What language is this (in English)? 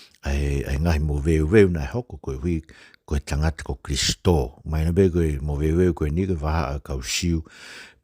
Tongan